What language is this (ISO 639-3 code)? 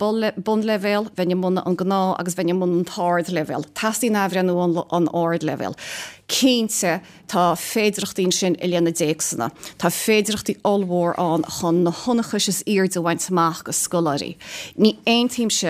gle